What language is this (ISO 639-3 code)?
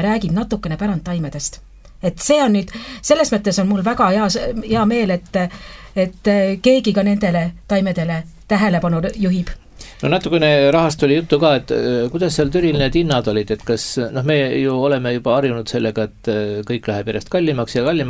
est